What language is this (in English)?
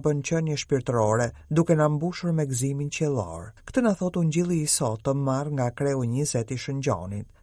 Albanian